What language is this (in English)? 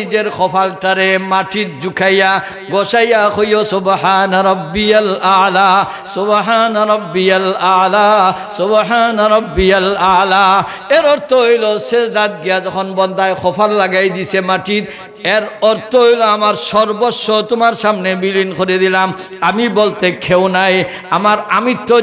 Sylheti